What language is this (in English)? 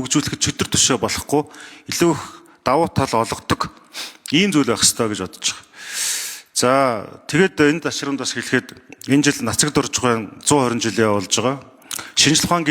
Mongolian